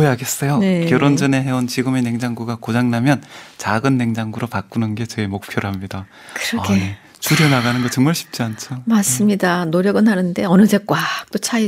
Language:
Korean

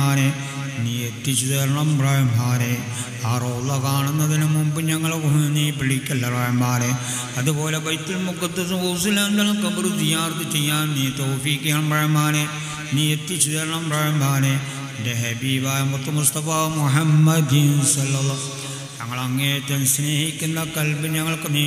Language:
Malayalam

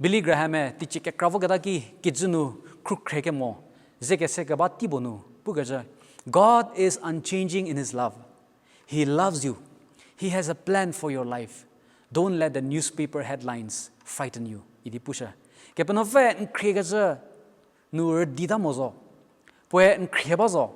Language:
Angami Naga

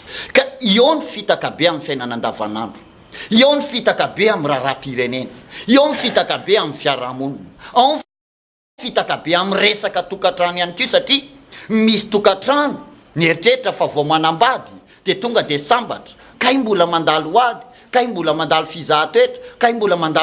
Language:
Malagasy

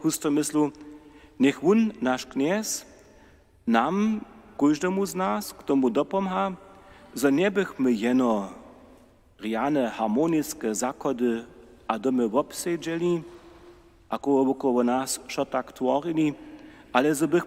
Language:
Upper Sorbian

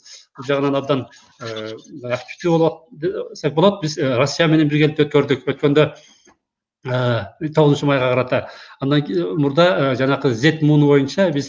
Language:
Kyrgyz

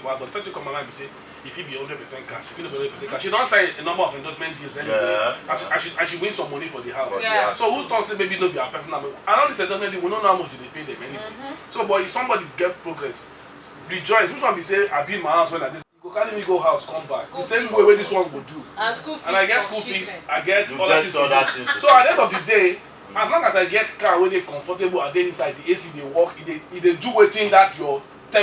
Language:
Nigerian Pidgin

